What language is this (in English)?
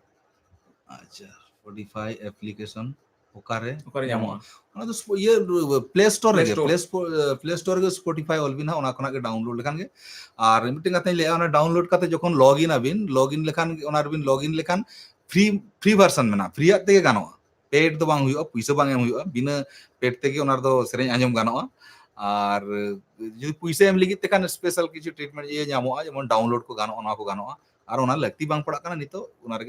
Santali